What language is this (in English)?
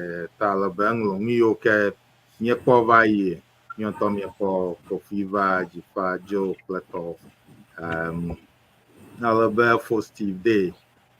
Ewe